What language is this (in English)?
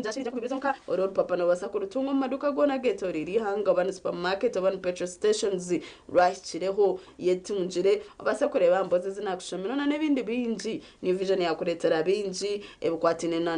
Nyankole